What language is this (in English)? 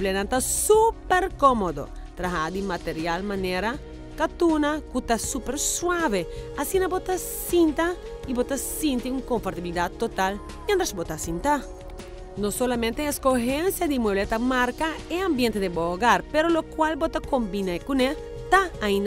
Papiamento